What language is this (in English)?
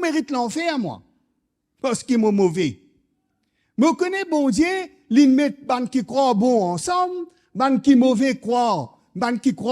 Morisyen